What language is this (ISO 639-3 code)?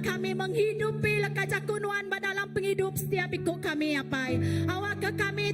iba